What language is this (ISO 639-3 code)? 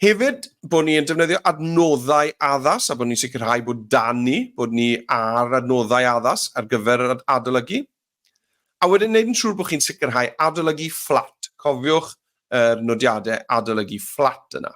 cym